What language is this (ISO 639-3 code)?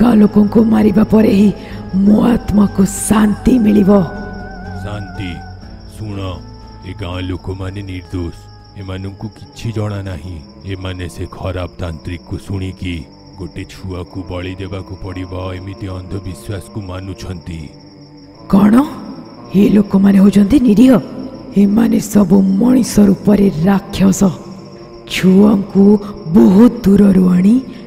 ori